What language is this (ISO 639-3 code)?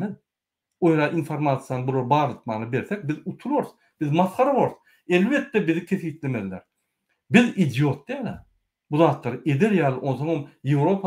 tuk